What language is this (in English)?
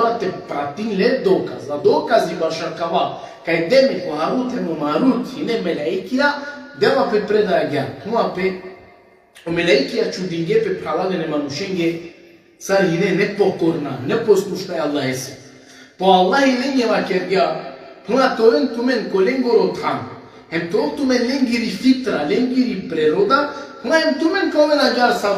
Balkan Romani